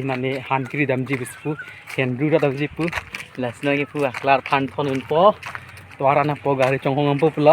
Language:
Karbi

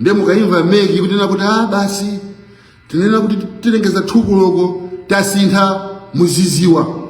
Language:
Nyanja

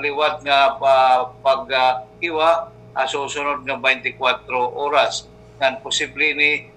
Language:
Waray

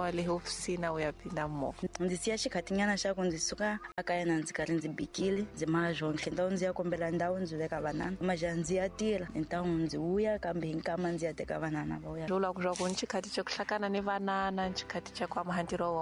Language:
Tsonga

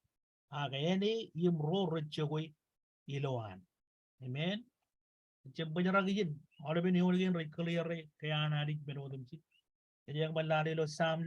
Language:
Marshallese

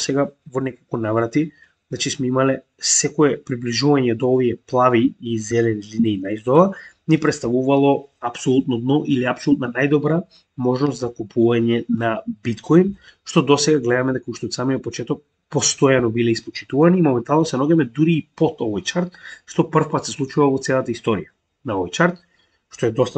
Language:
Macedonian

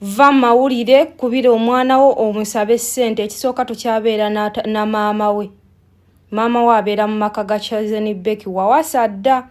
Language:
Ganda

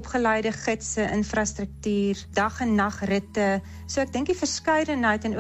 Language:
Afrikaans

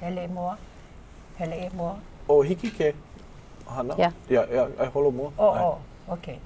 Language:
Hawaiian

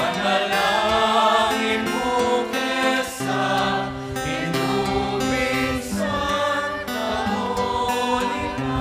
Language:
Pampanga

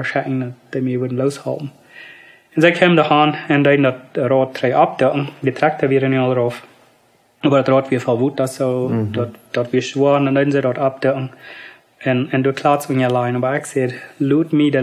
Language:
Plautdietsch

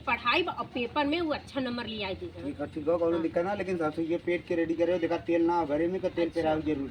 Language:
Awadhi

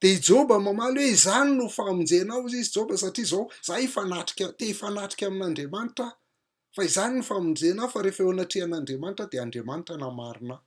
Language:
Malagasy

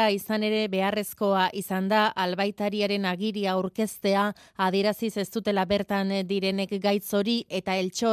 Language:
Basque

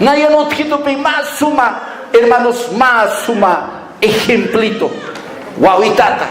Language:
Aymara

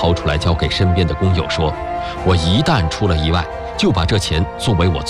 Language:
Chinese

